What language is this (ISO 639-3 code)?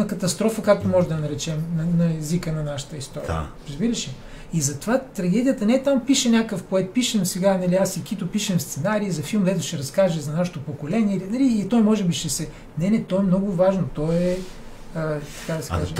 bul